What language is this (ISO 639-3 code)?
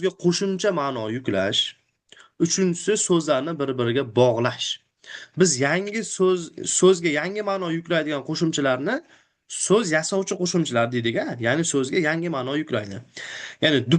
uzb